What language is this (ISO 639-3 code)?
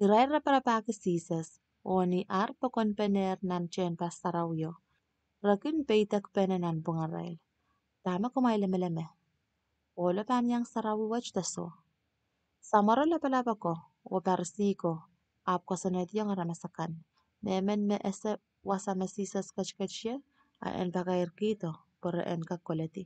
pon